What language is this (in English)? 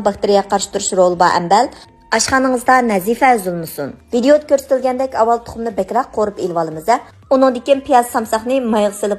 Uyghur